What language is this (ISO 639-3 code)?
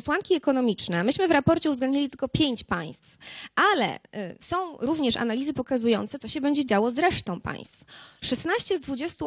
pol